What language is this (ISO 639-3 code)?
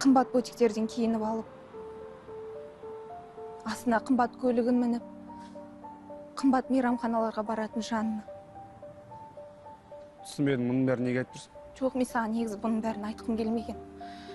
kaz